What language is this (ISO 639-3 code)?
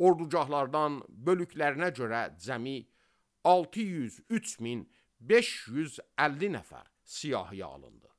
aze